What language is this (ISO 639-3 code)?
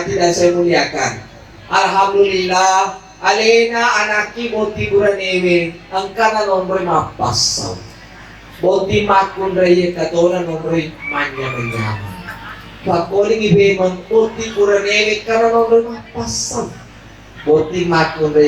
bug